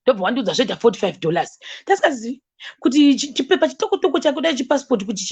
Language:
Shona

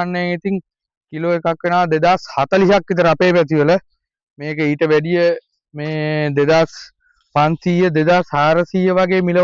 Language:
Sinhala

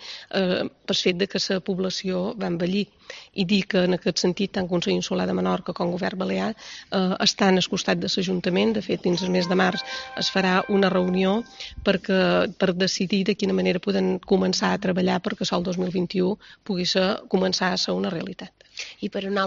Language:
Catalan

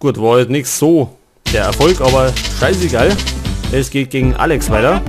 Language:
Bavarian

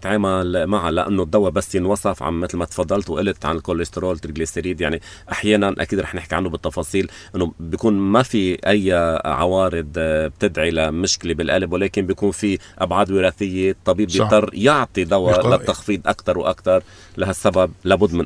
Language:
North Levantine Arabic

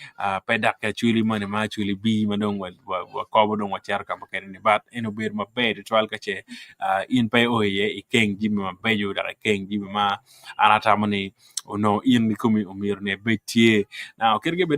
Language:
Acoli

